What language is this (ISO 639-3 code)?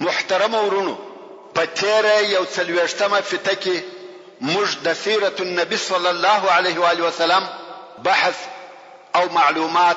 pus